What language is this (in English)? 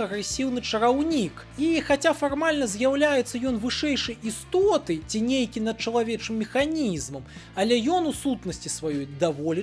Belarusian